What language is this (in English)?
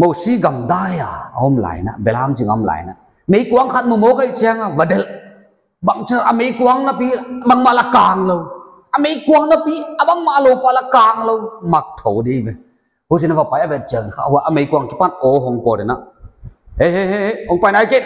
Paite Chin